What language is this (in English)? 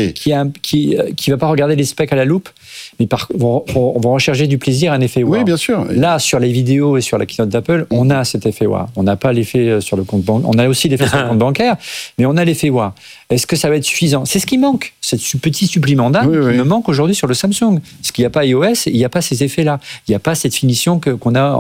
French